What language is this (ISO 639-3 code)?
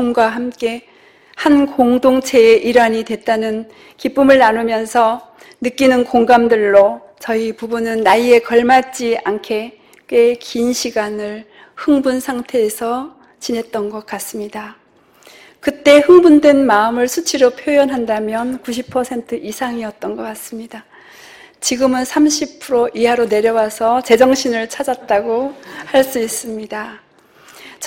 kor